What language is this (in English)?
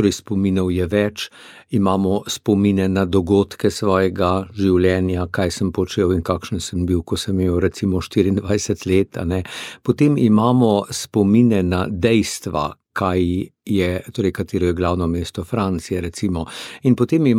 Slovenian